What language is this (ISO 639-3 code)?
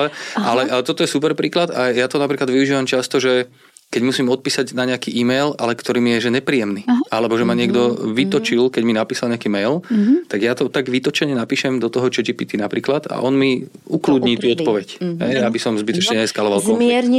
slk